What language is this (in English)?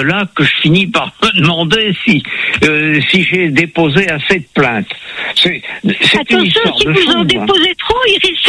French